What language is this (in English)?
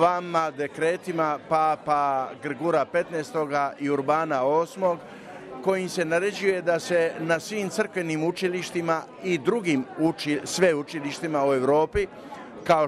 Croatian